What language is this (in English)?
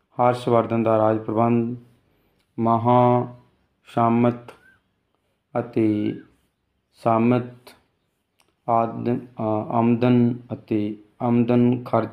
Punjabi